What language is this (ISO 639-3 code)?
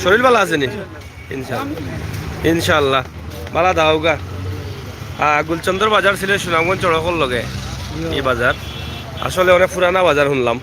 syl